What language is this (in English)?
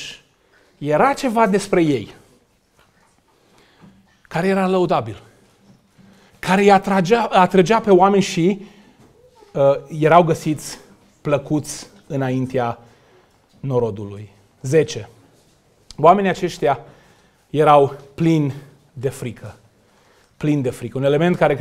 Romanian